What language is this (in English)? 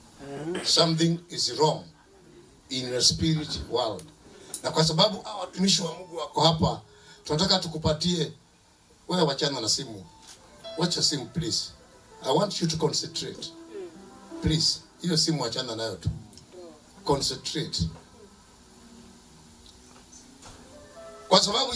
Swahili